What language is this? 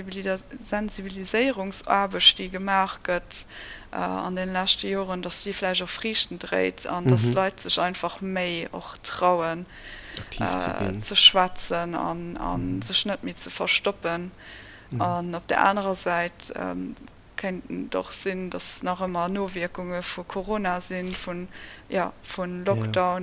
Luxembourgish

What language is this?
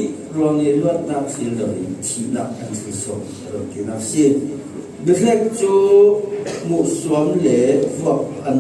Falam Chin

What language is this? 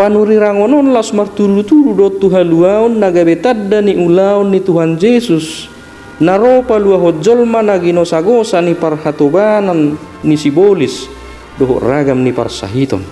Batak Toba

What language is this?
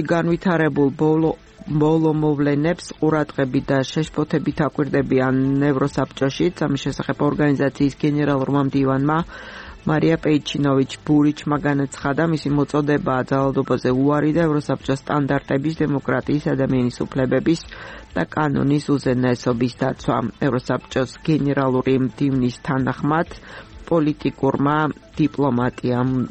Georgian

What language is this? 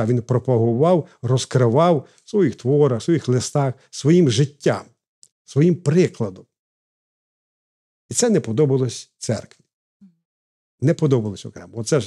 Ukrainian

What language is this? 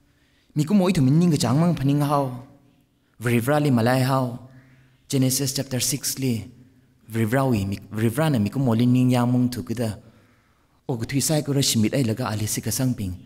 Tangkhul Naga (India)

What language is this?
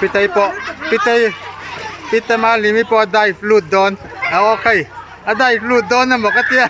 Mizo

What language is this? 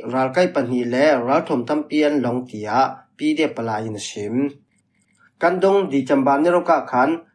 Falam Chin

